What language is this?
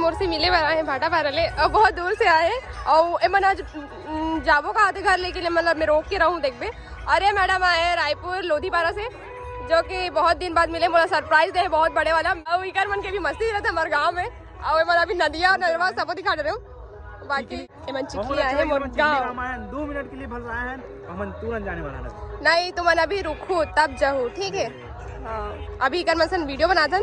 Chhattisgarhi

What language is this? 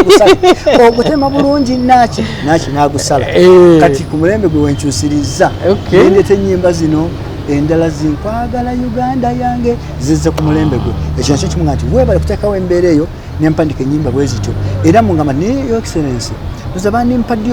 Ganda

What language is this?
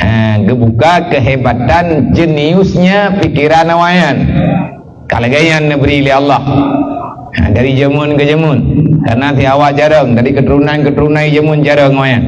Achinese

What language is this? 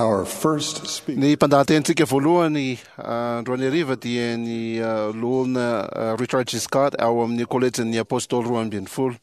Malagasy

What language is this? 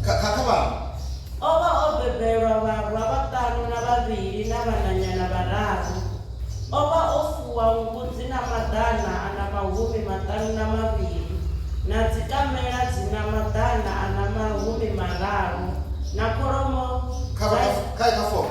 Venda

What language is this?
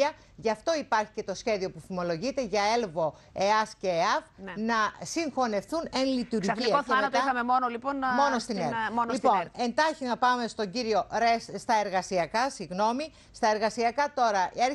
Greek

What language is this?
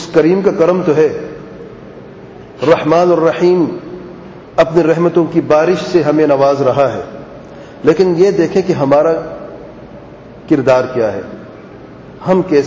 Urdu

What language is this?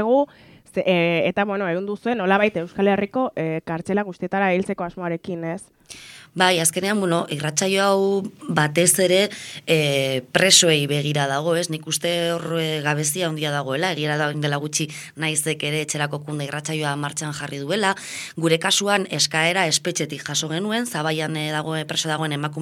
Basque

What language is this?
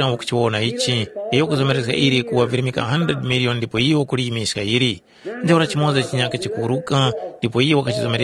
Tumbuka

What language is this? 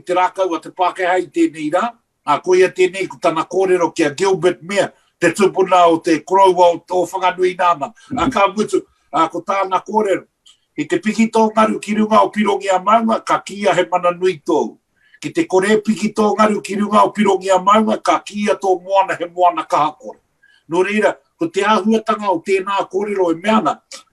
Māori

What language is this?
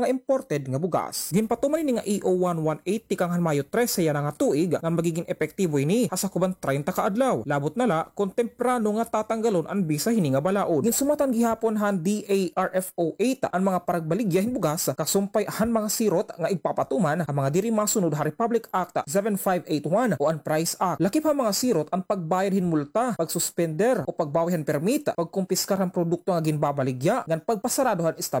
Waray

